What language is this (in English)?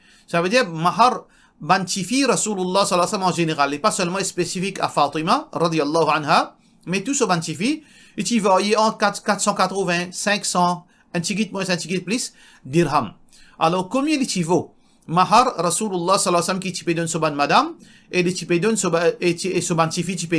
Morisyen